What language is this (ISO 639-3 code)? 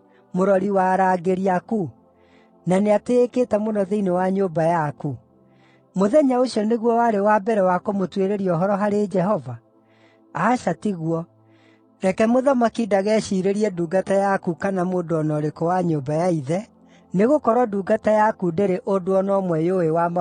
kik